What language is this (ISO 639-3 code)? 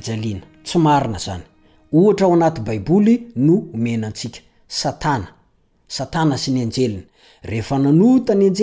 mlg